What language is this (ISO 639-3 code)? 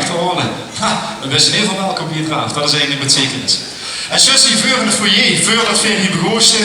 lim